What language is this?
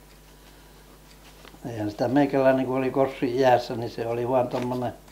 Finnish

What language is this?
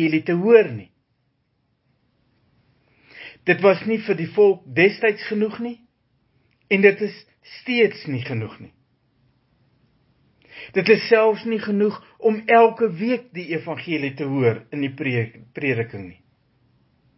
Afrikaans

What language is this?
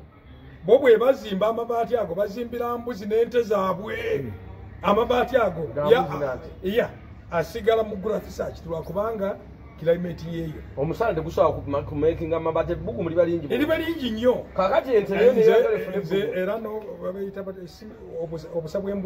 Ganda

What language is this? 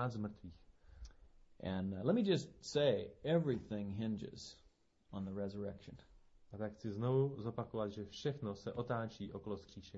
Czech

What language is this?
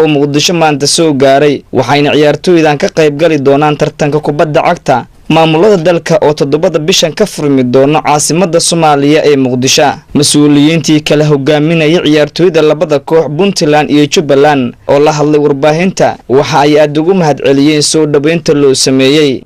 Somali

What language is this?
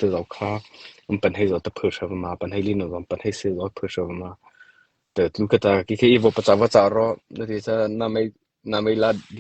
Mara Chin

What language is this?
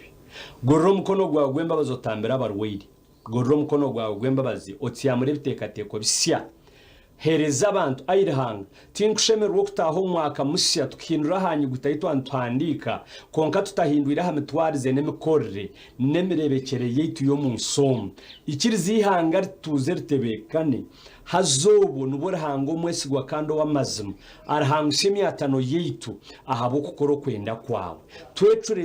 Nyankole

